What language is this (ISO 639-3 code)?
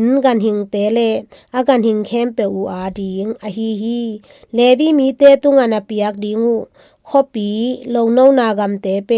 ctd